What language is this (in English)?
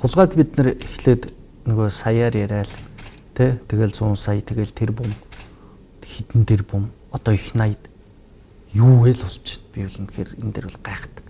Mongolian